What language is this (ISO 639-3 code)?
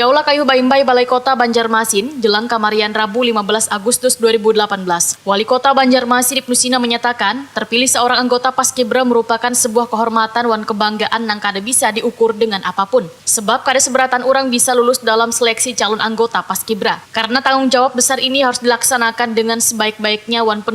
bjn